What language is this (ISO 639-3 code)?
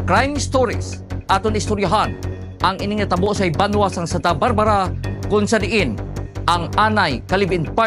hil